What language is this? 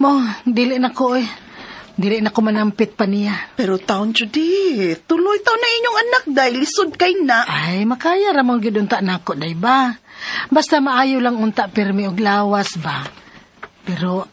Cebuano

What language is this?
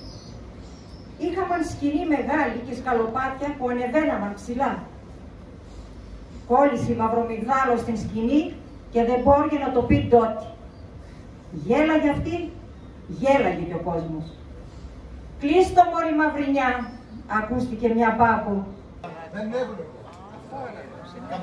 Greek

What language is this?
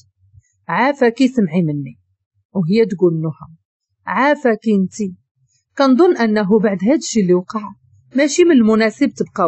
Moroccan Arabic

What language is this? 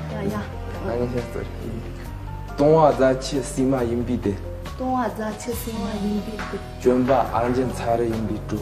Tibetan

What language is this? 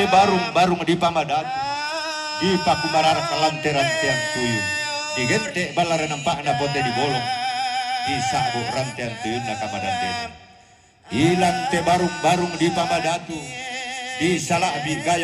Toraja-Sa'dan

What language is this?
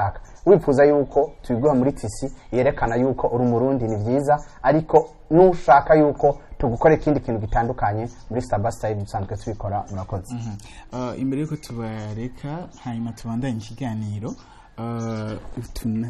Rundi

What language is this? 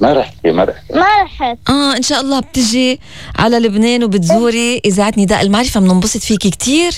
North Levantine Arabic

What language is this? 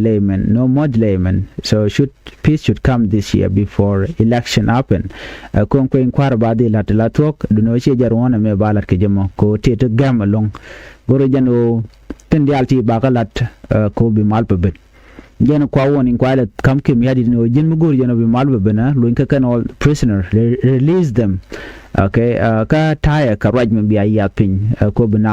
Nuer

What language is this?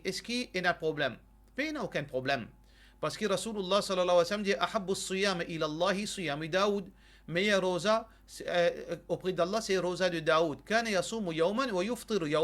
Morisyen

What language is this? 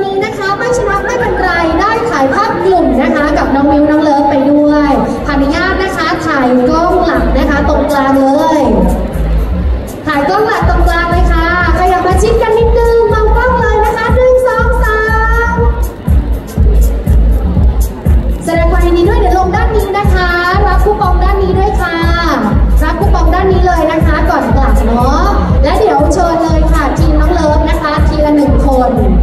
Thai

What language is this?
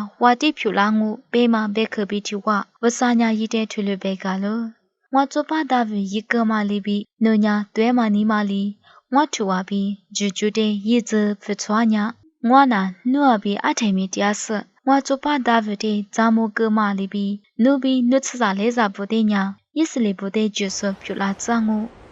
Lisu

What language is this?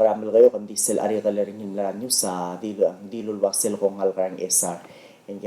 Palauan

